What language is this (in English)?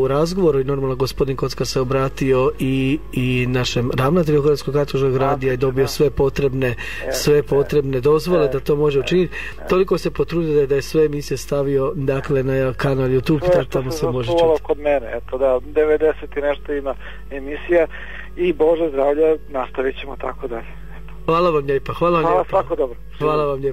Croatian